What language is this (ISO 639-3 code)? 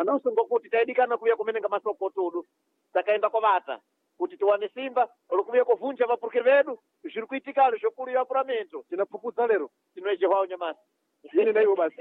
seh